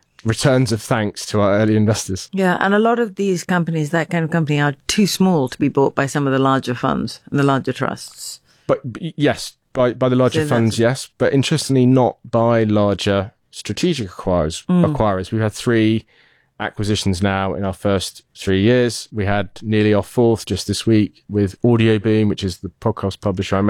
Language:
English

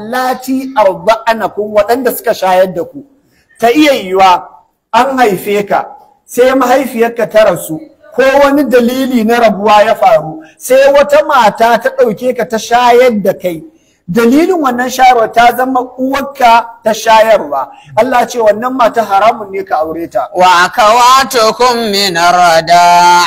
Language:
Hausa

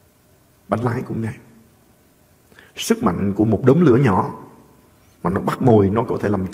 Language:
Vietnamese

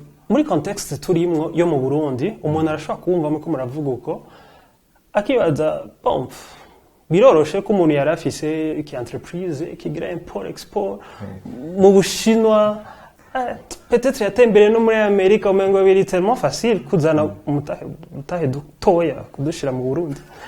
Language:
Rundi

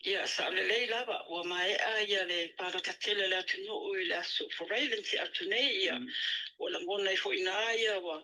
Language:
Samoan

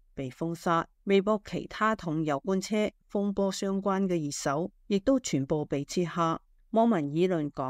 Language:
Cantonese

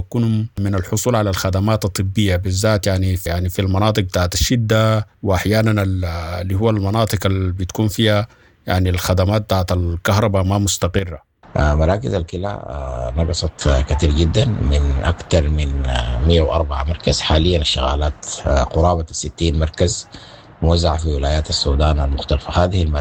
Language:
Sudanese Arabic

